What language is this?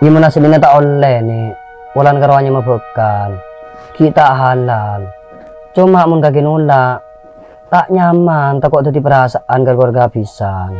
Madurese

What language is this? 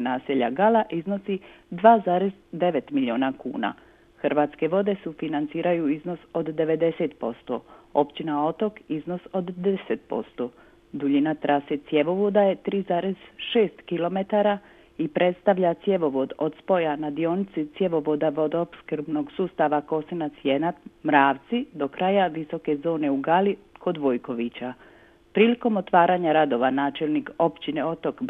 Croatian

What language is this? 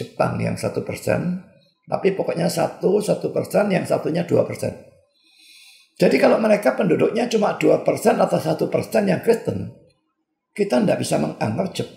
Indonesian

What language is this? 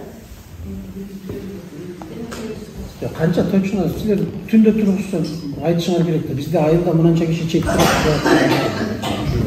Kyrgyz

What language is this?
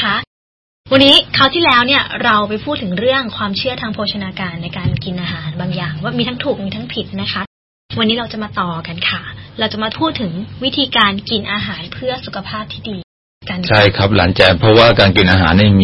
Thai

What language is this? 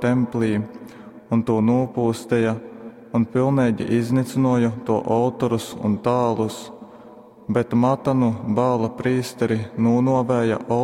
Latgalian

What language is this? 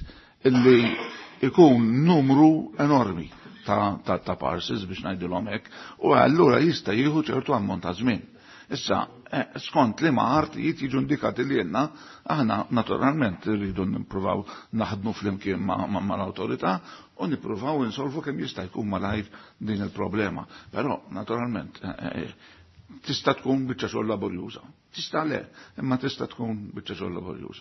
Maltese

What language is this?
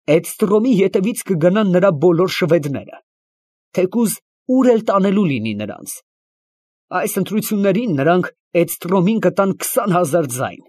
Armenian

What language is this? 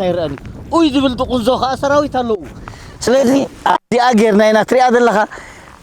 Tigrinya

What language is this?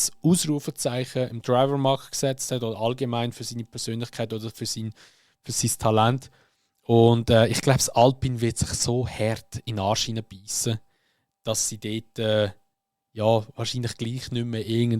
Swiss German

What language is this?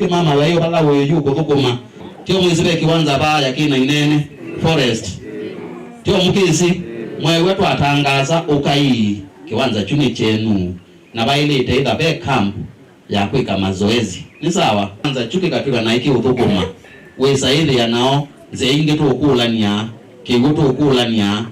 Kamba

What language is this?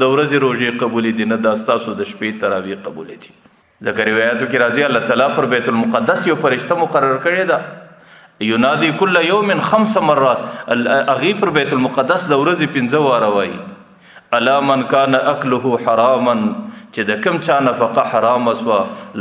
Pashto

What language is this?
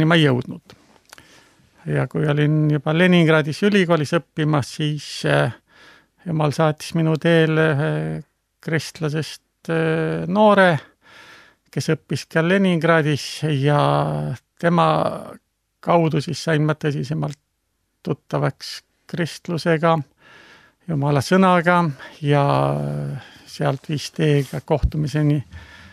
Estonian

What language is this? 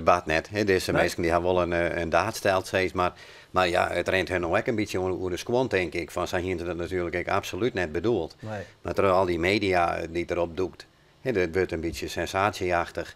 Western Frisian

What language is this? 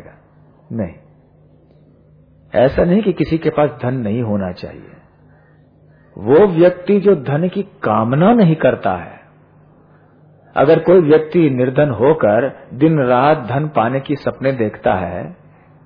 Hindi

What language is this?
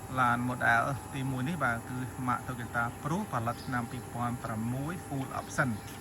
Khmer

